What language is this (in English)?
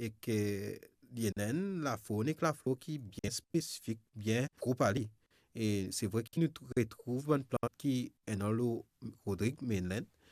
Morisyen